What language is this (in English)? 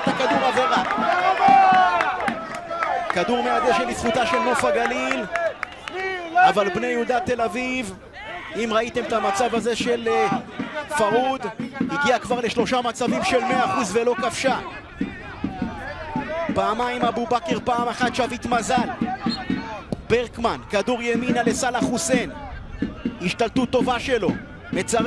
Hebrew